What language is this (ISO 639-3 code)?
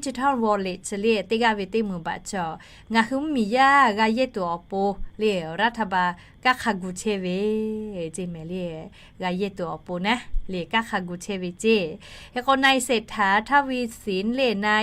lhu